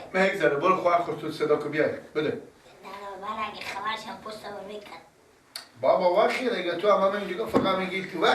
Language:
Persian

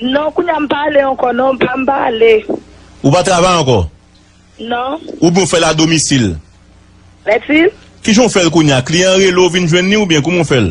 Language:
Haitian Creole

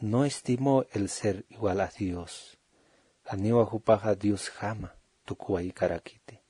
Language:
Aymara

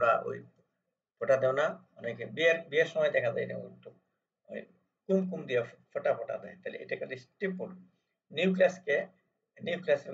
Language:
Bangla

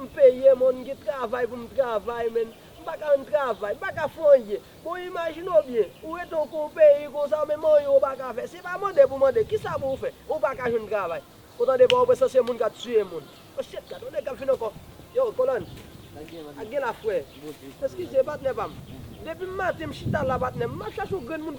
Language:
Haitian Creole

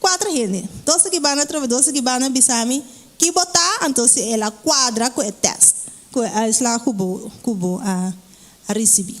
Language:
Papiamento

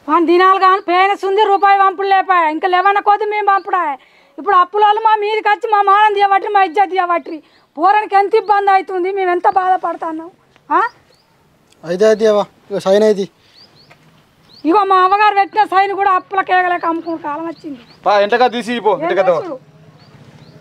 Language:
Telugu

